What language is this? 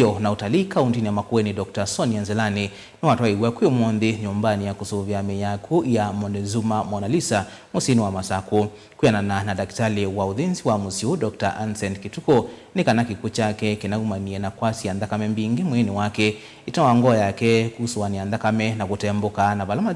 Kamba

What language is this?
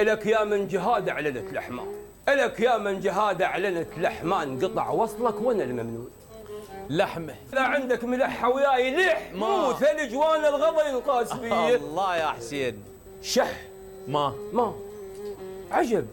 Mesopotamian Arabic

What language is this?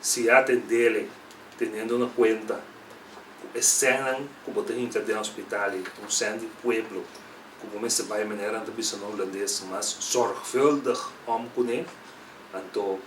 Papiamento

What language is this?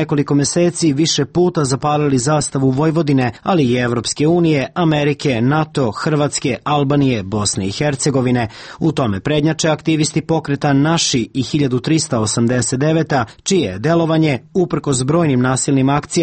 Serbian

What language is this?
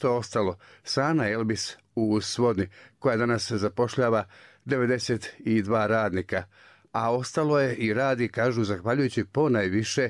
Bosnian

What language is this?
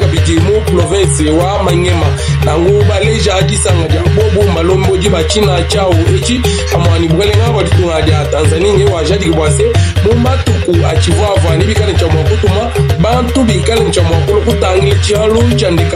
Luba-Lulua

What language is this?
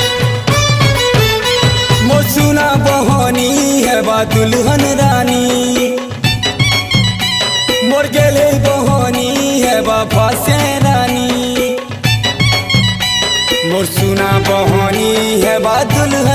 Sambalpuri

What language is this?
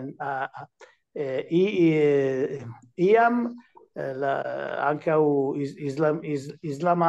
Esperanto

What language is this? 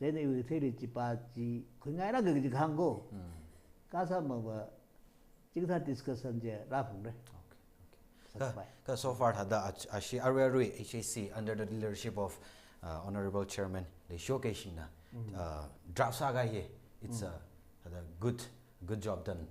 Tangkhul Naga (India)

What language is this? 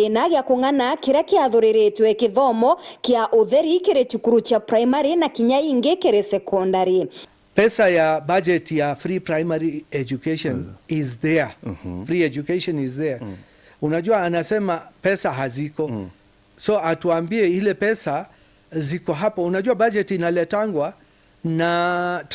Meru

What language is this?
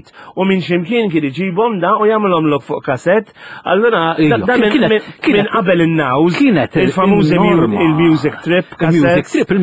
Maltese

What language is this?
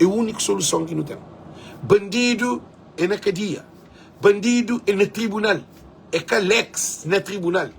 Kabuverdianu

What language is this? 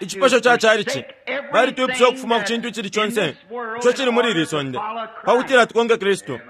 Bemba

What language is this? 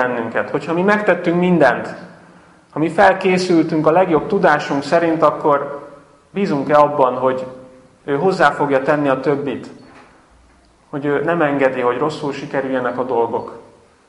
Hungarian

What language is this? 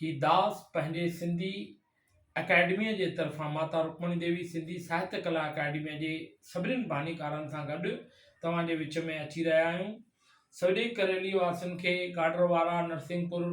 Sindhi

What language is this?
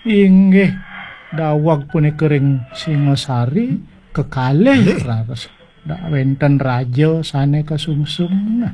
Balinese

